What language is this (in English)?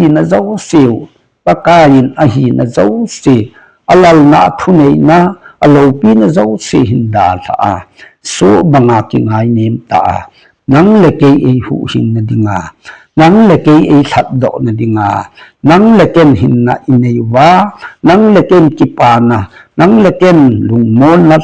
Thado Chin